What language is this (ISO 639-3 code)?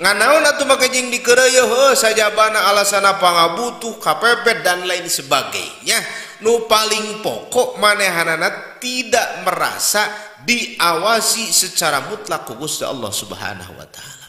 sun